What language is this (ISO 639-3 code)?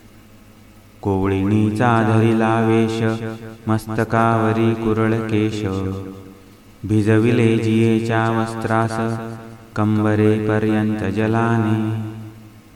mar